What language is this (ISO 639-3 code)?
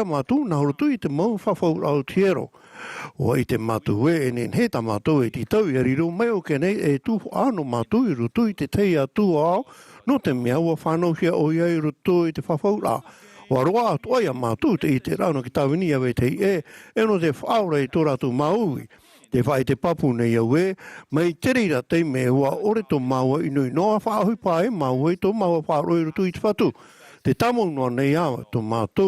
tah